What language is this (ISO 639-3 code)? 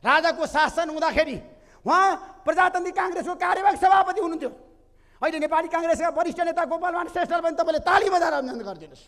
nep